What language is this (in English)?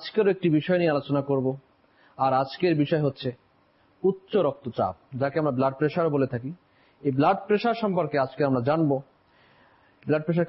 Bangla